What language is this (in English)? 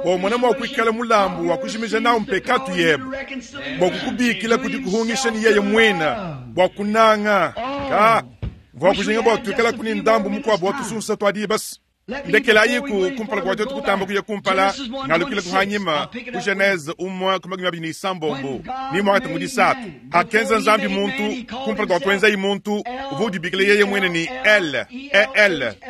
Luba-Lulua